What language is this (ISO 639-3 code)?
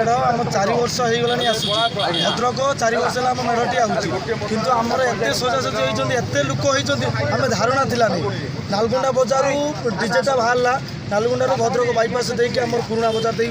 ori